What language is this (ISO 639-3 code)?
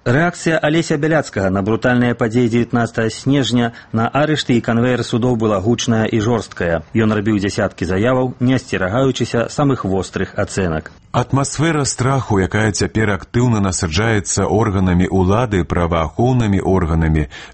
bel